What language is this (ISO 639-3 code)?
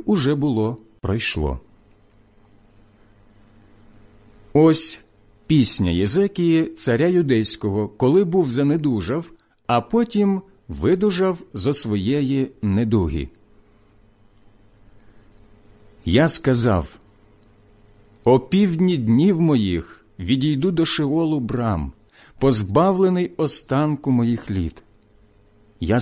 ukr